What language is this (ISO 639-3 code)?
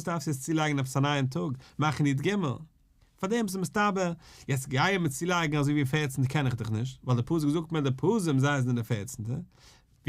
yid